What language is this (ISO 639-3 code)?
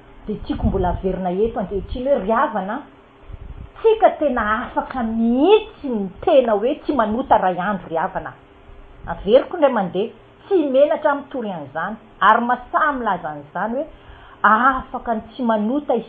mlg